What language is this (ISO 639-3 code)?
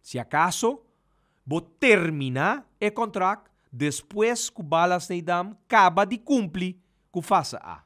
pap